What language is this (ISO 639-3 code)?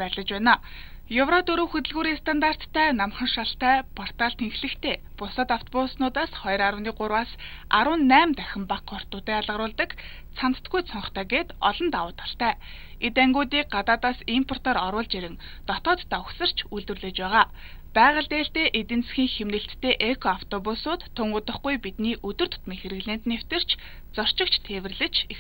mon